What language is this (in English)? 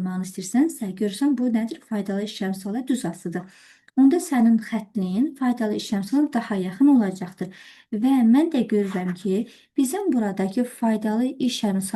Azerbaijani